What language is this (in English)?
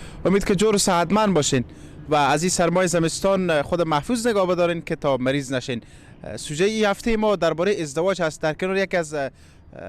Persian